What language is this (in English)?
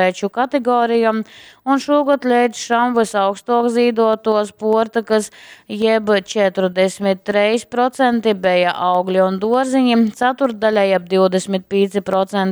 Latgalian